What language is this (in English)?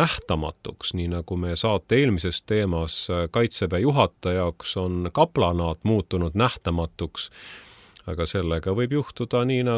Estonian